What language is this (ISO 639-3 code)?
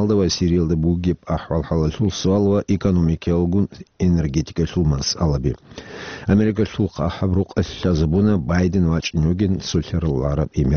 ava